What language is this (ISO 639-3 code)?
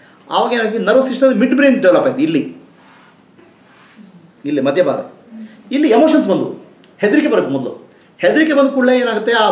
kan